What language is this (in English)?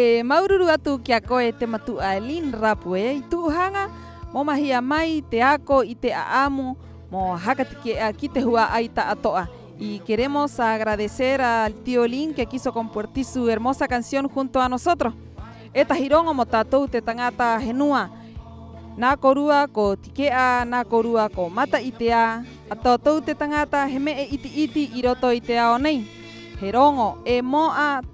Rapanui